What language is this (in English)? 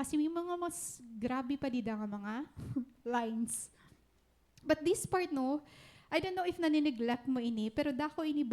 Waray